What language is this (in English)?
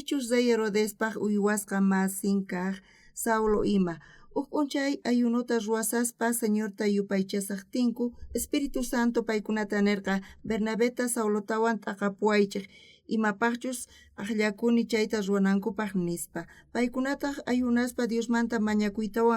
South Bolivian Quechua